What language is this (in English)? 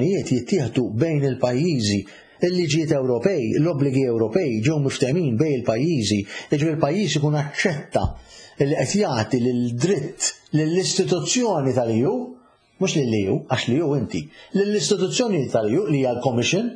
Maltese